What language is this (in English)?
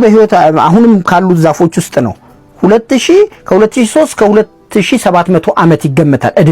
Amharic